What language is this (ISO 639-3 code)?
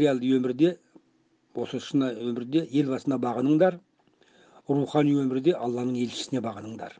kaz